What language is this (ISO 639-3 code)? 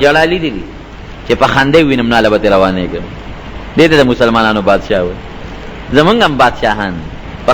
pus